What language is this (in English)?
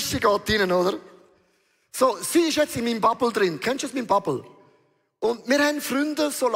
Swiss German